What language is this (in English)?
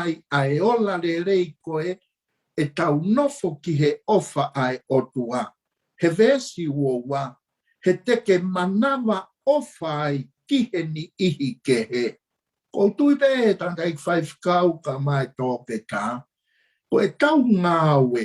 Tongan